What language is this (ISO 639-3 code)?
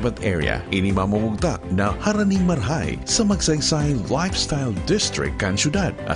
bik